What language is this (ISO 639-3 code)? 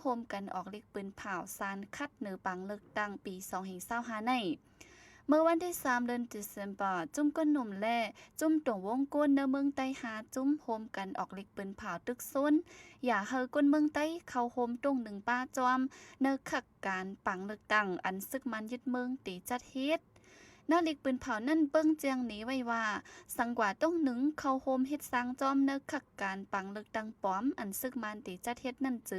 shn